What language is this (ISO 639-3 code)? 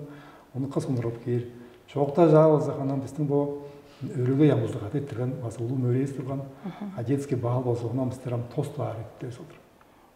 tyv